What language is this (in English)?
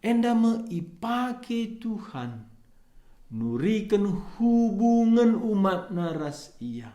Batak Karo